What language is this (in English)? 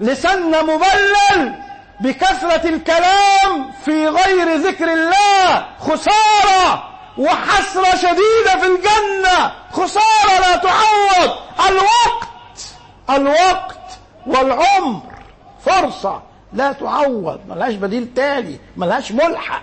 Egyptian Arabic